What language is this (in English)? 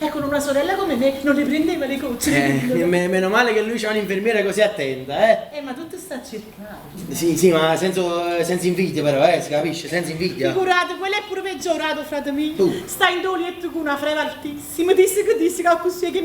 Neapolitan